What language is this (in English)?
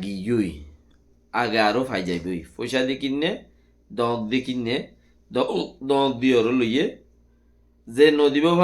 Rohingya